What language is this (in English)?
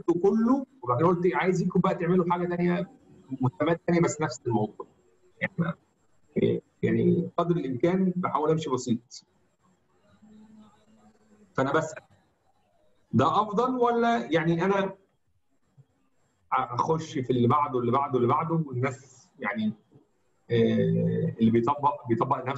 Egyptian Arabic